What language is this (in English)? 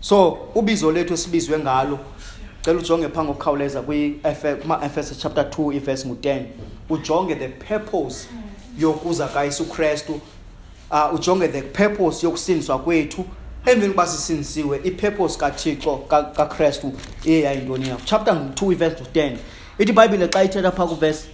Xhosa